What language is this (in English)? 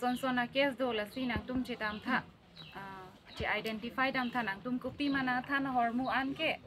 Karbi